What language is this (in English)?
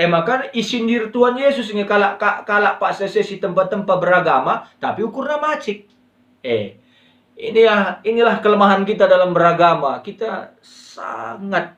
Batak Karo